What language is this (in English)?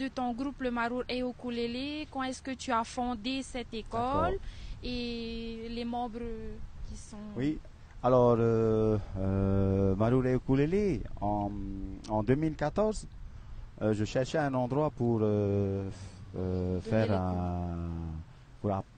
Tahitian